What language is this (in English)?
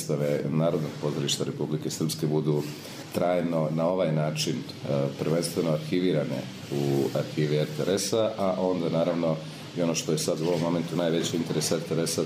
Croatian